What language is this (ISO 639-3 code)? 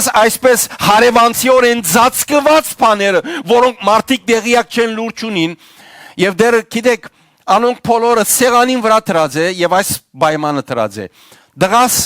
hyw